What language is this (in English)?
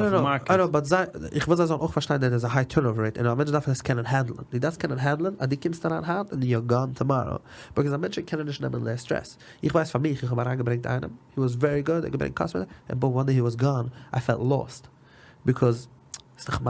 Yiddish